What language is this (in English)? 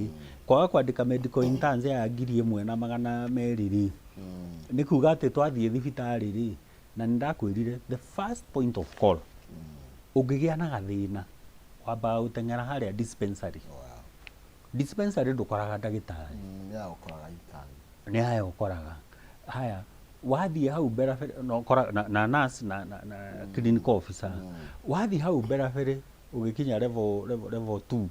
Kikuyu